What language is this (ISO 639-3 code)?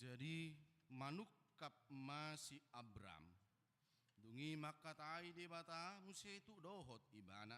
bbc